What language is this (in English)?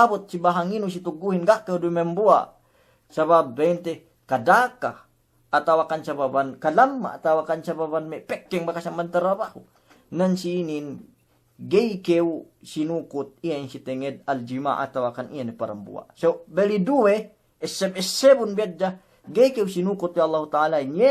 Yakan